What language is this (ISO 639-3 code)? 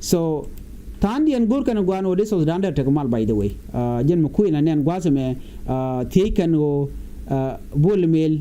nus